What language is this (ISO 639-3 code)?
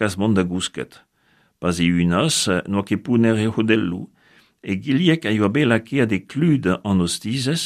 bre